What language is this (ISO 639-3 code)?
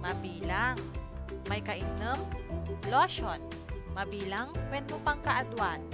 ilo